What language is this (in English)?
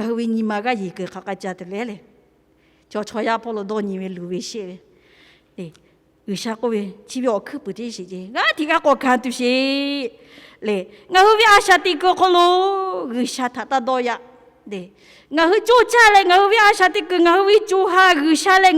Lahu